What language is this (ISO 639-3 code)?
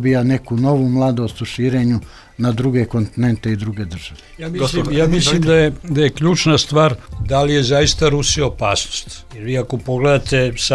srp